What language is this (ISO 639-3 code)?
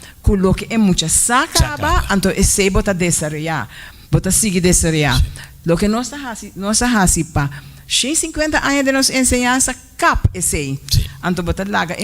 pap